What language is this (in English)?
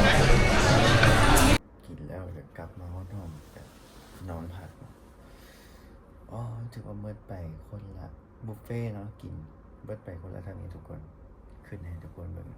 Lao